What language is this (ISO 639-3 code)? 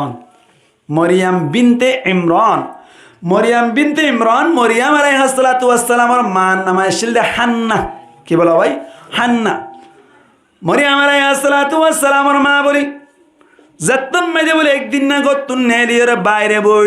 rhg